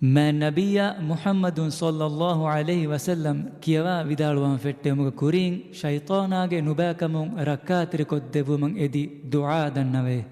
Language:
Divehi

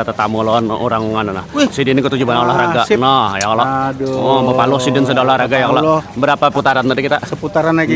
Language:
Banjar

